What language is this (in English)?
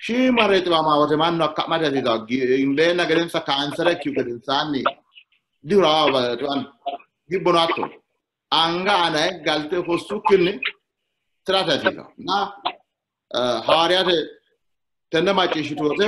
Sidamo